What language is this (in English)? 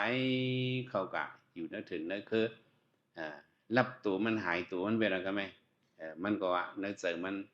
Shan